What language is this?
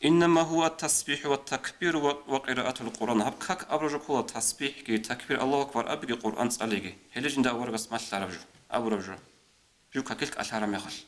Avaric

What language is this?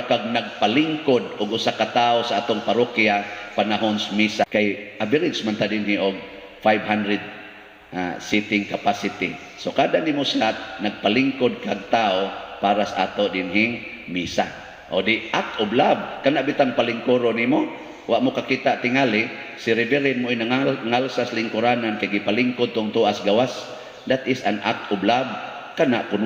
Cebuano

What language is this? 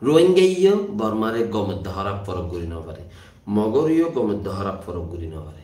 Rohingya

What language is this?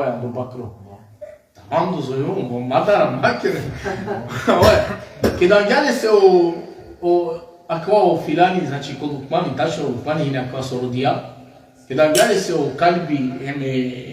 Balkan Romani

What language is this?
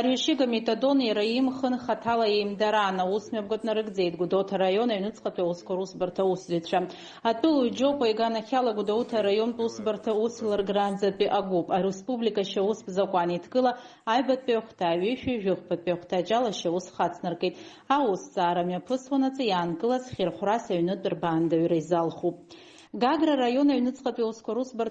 Abkhazian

